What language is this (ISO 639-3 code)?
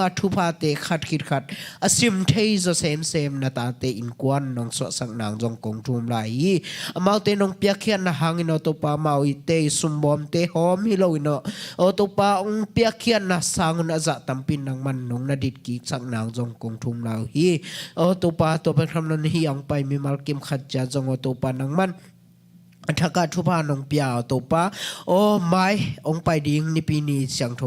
ctd